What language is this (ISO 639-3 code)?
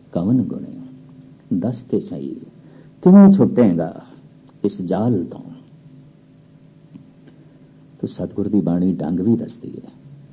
pan